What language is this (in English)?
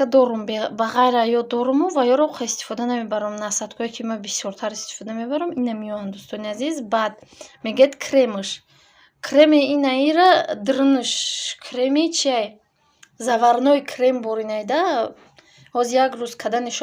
Tajik